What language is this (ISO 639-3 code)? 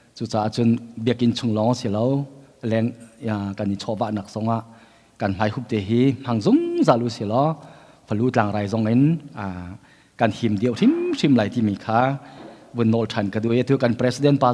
cnh